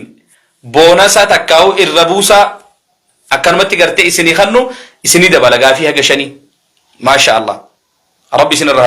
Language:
Oromo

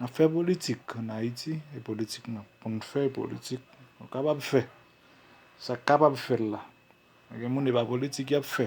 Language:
Haitian Creole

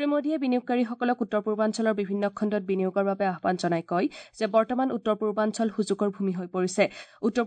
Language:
Assamese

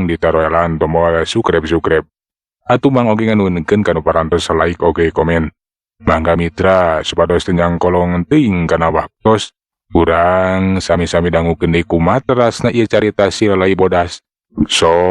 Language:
Sundanese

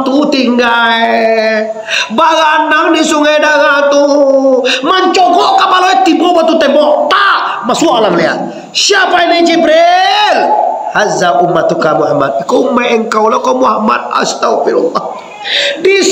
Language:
Minangkabau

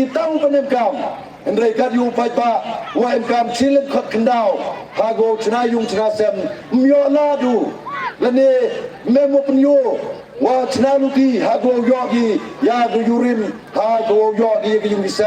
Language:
Pnar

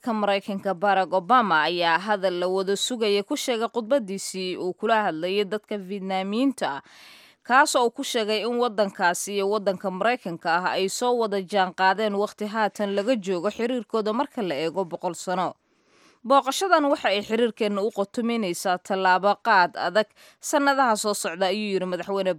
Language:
Somali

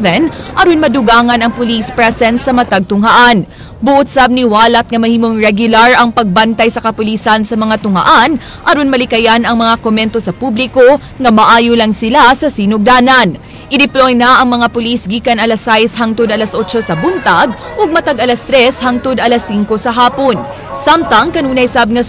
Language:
Cebuano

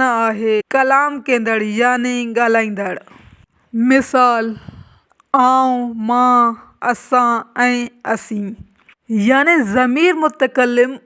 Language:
Sindhi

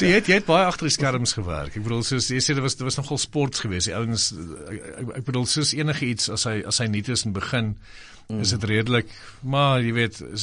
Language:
Afrikaans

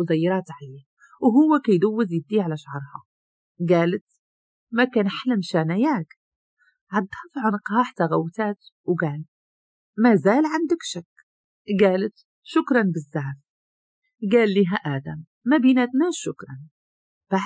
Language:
Moroccan Arabic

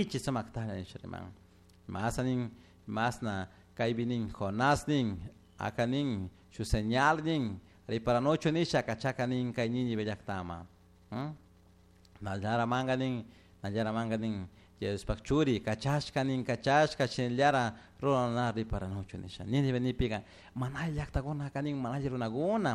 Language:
Chimborazo Highland Quichua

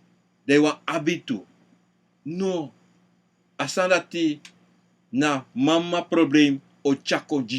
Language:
Sranan Tongo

